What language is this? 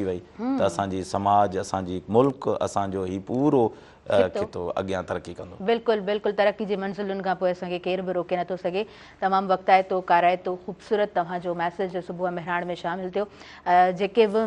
Sindhi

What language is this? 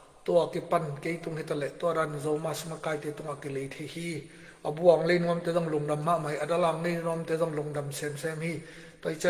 Tedim Chin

